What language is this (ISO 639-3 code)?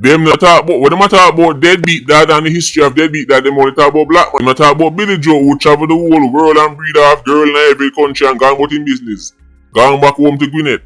jam